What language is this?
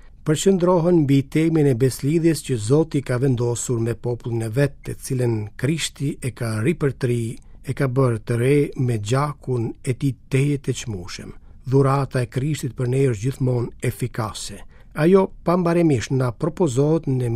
Albanian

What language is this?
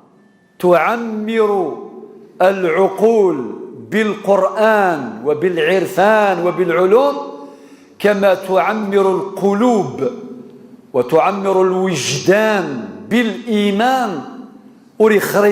Kabyle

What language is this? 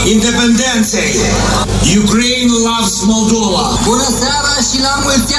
Romanian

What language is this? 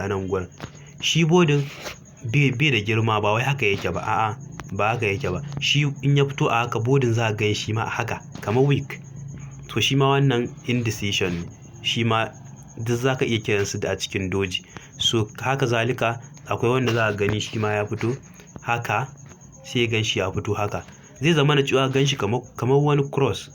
Hausa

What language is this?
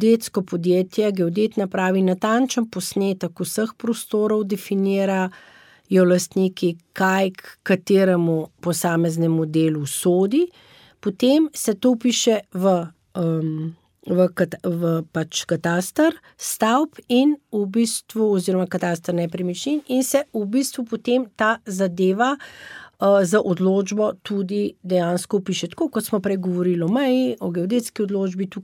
Slovenian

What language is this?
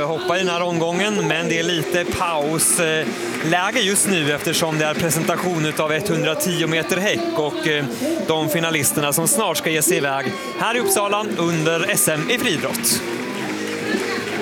Swedish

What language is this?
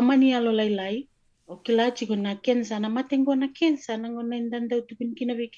Fijian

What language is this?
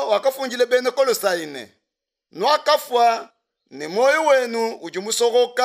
Luba-Lulua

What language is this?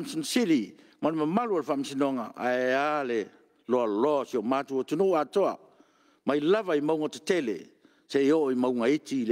Samoan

